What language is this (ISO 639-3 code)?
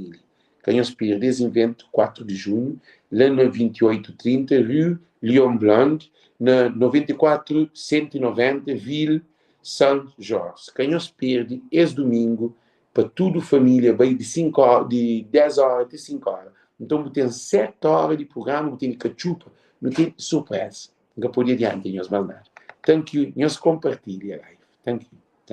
kea